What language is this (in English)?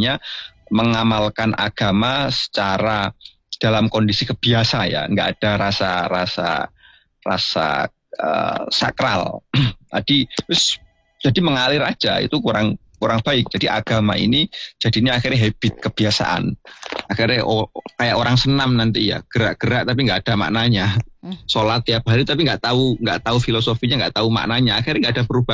Indonesian